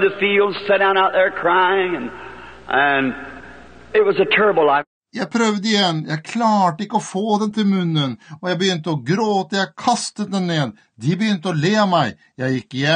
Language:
Norwegian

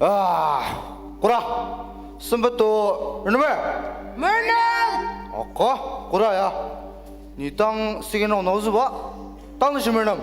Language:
Ao Naga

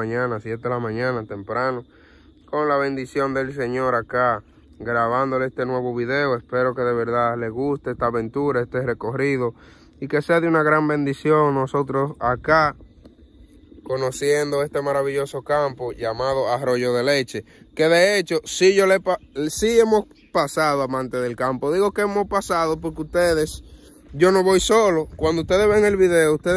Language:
Spanish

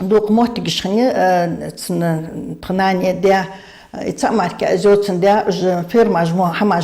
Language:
Ingush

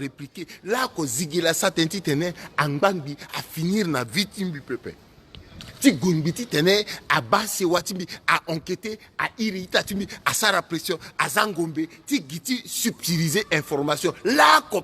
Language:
Sango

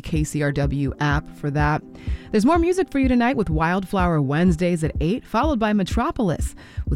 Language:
English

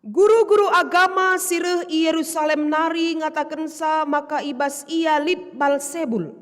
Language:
Batak Karo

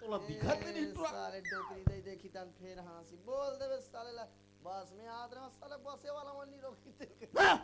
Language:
Chhattisgarhi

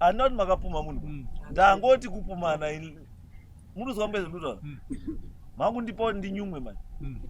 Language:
Shona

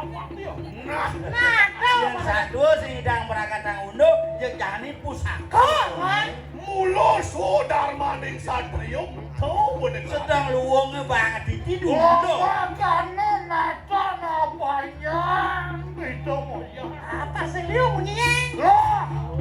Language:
Balinese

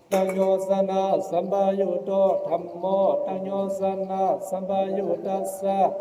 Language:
Pali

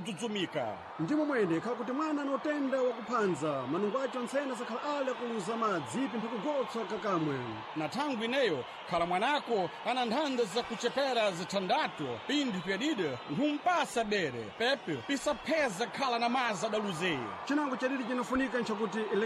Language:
Sena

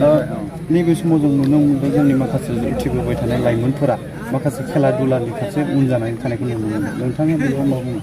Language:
Bodo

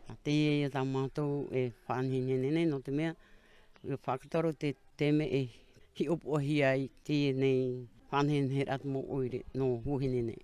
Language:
Tahitian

